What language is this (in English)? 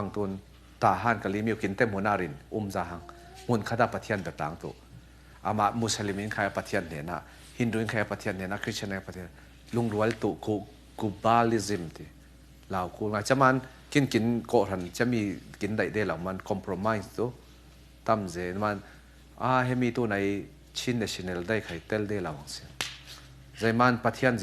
Falam Chin